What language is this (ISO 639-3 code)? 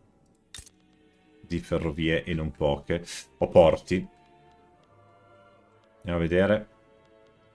ita